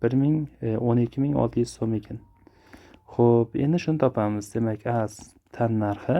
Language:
Uzbek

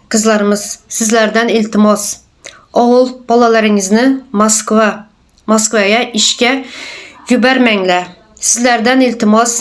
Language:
Turkmen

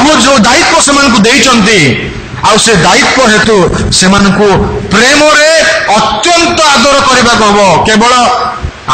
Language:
Odia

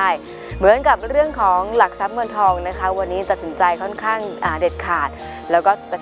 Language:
Thai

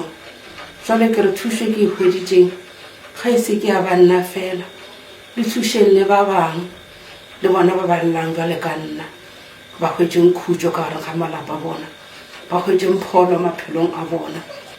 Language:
Northern Sotho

